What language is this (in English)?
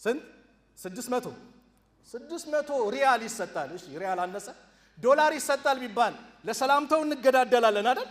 Amharic